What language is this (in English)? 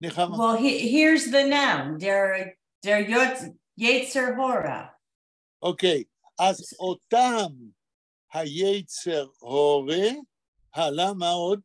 Yiddish